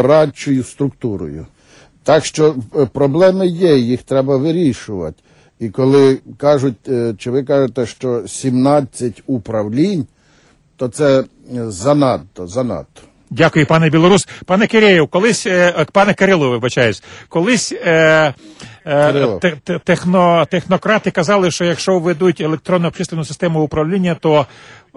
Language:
Ukrainian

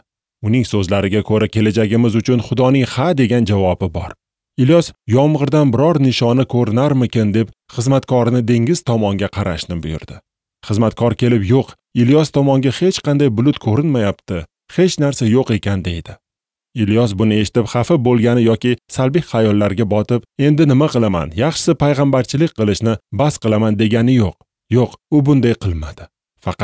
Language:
Uzbek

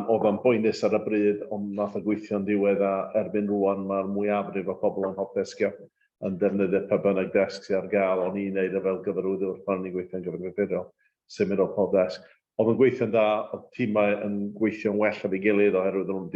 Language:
Welsh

